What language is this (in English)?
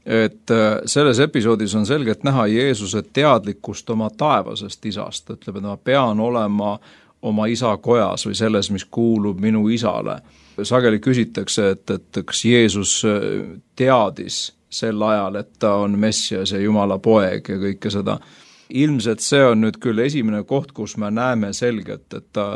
Estonian